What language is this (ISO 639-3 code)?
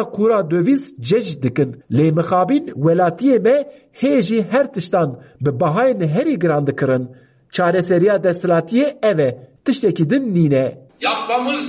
kur